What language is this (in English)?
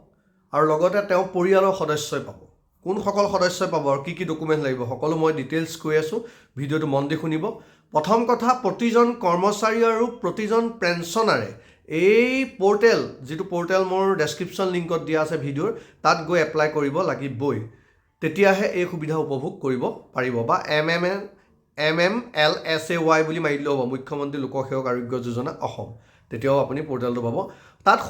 Assamese